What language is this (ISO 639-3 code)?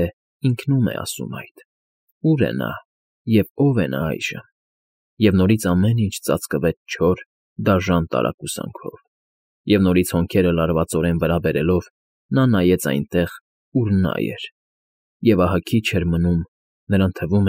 hye